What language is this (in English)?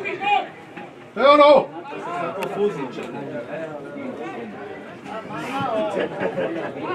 Slovak